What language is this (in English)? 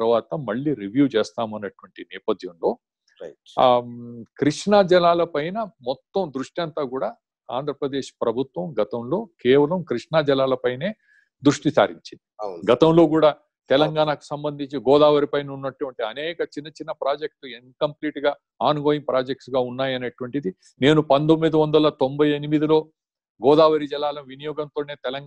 Telugu